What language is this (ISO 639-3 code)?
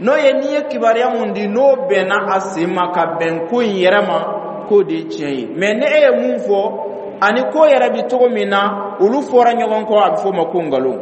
dyu